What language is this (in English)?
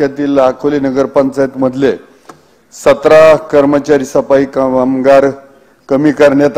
Marathi